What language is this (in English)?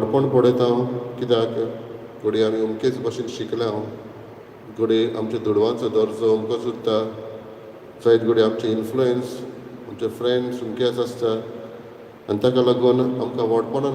Konkani